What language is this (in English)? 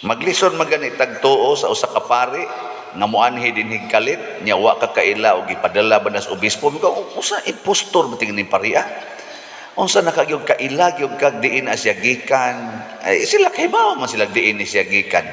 Cebuano